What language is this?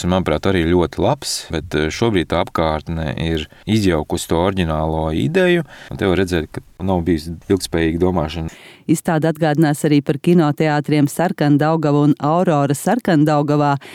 Latvian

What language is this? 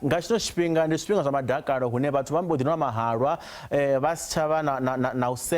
Venda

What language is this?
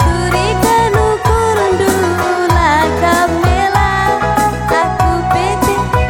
Batak Karo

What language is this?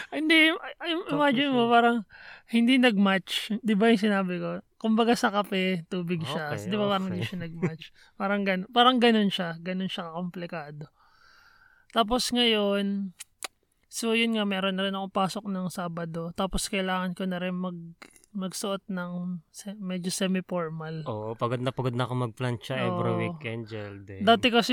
Filipino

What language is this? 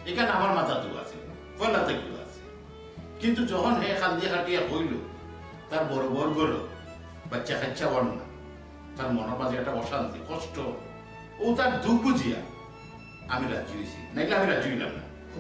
Sylheti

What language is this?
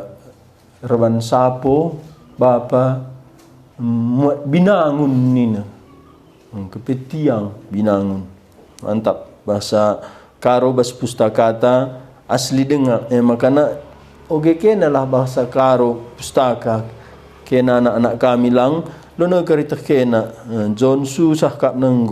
Batak Karo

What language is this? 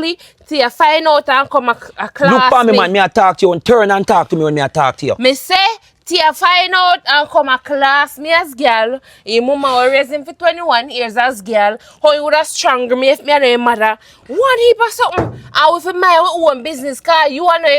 Jamaican Creole English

